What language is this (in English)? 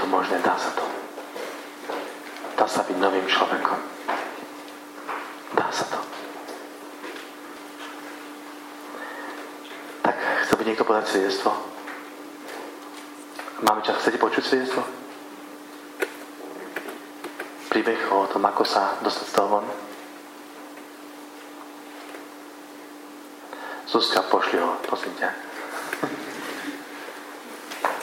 Slovak